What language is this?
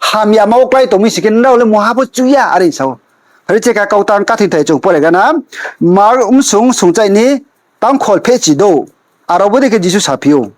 Riang (India)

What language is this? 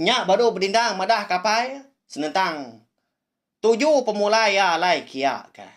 Iban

